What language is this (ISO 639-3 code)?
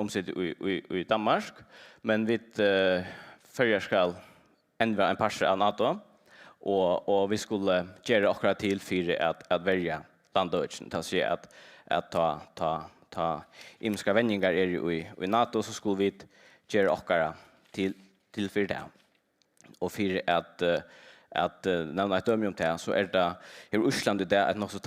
fao